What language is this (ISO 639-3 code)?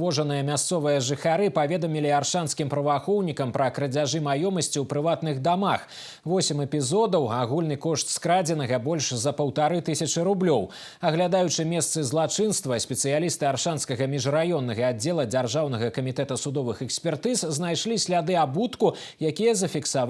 bel